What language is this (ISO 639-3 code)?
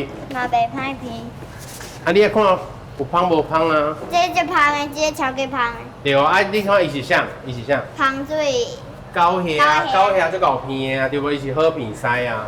nan